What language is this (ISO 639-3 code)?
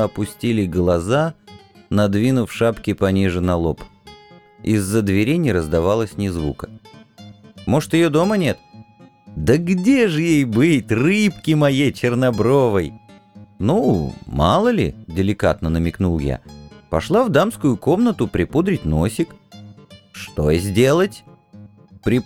rus